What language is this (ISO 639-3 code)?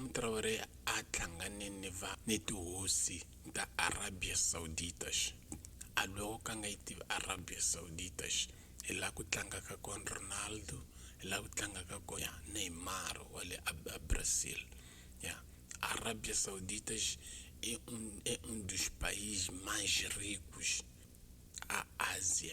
tso